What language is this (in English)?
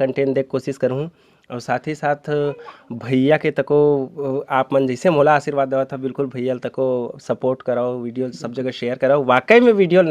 Chhattisgarhi